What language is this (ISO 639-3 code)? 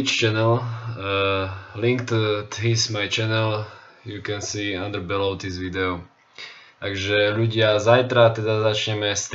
slk